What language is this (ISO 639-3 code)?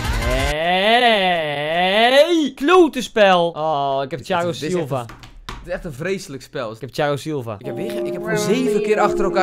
nld